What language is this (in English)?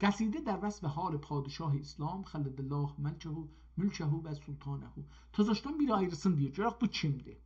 South Azerbaijani